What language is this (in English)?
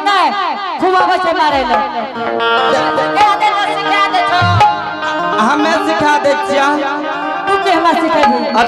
Angika